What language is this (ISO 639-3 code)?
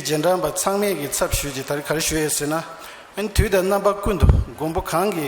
bod